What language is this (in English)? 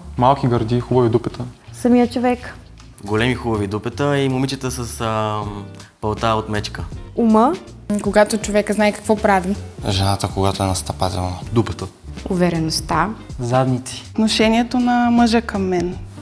Bulgarian